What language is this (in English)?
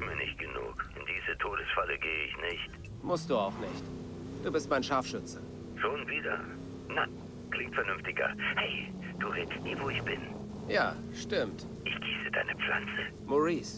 Bavarian